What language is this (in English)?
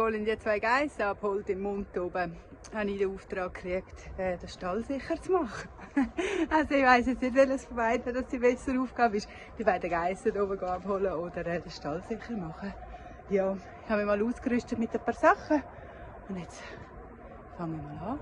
Swiss German